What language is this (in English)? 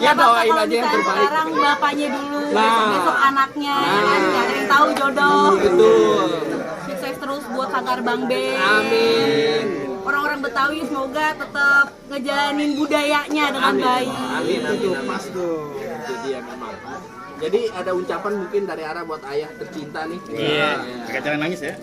Betawi